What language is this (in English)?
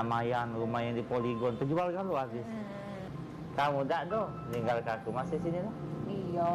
Musi